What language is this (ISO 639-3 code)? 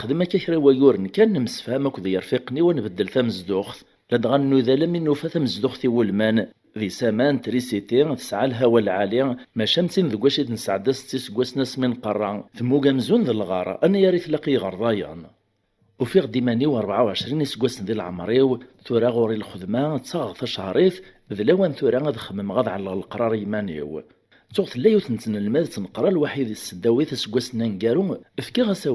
kab